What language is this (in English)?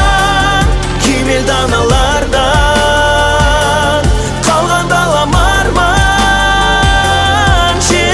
Kazakh